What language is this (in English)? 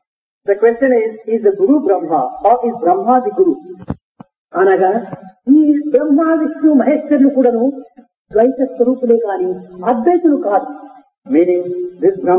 Telugu